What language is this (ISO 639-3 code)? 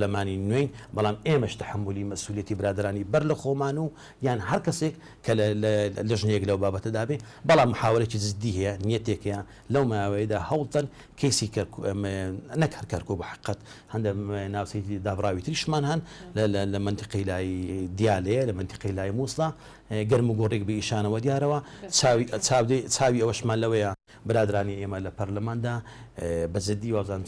ckb